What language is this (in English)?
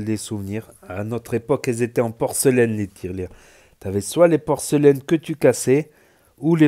French